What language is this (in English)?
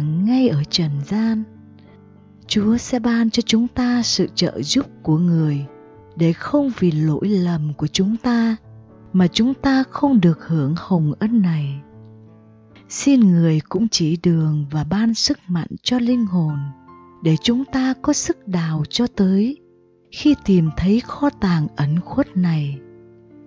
Vietnamese